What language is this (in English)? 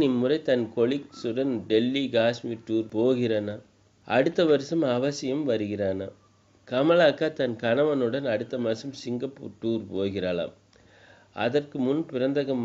Tamil